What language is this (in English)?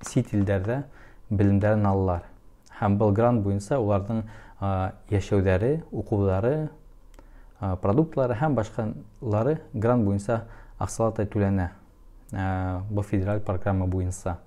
Bashkir